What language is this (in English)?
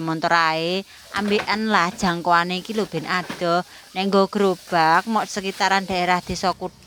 Javanese